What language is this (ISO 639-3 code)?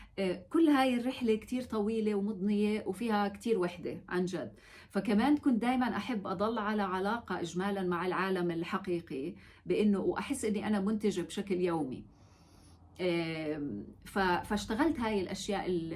apc